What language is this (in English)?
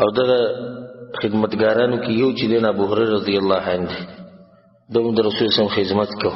Pashto